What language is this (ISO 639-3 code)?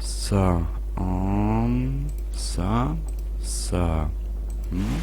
bar